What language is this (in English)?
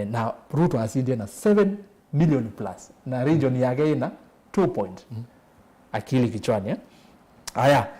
Kamba